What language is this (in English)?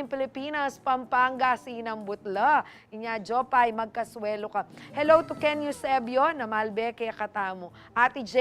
Pampanga